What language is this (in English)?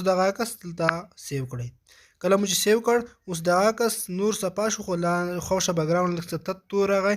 Pashto